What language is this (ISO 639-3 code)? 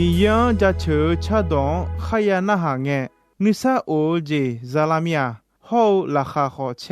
ahk